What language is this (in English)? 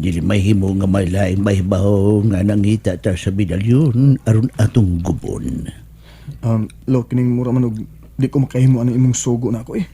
Cebuano